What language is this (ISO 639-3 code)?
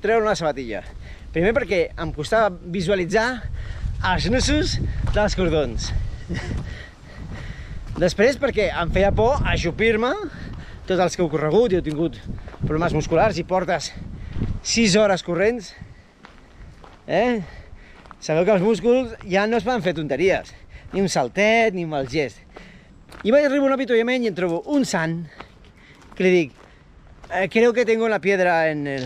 cat